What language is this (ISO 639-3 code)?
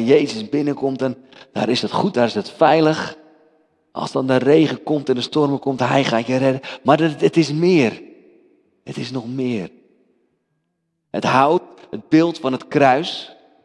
nld